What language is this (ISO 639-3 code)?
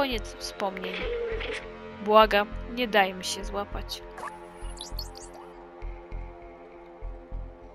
pol